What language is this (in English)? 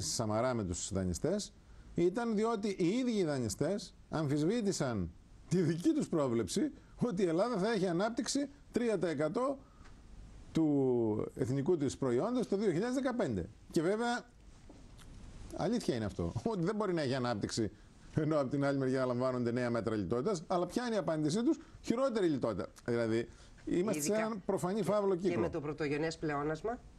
Greek